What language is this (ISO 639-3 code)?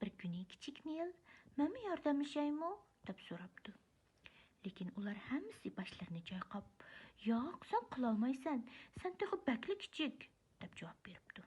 uig